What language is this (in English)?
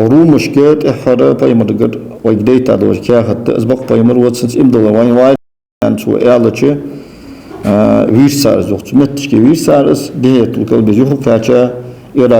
Ingush